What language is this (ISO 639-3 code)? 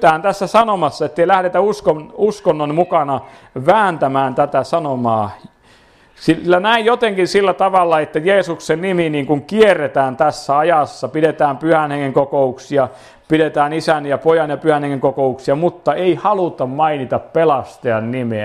fin